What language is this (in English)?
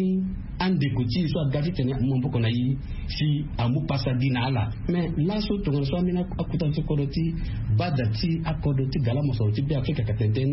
Sango